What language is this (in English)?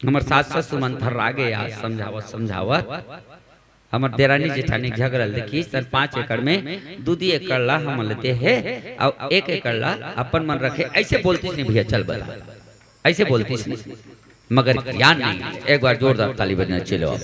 Chhattisgarhi